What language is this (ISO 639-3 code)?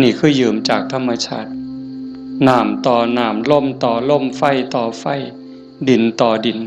tts